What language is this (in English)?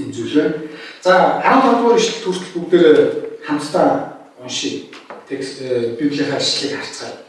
Mongolian